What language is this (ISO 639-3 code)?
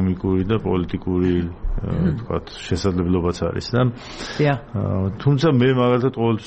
kat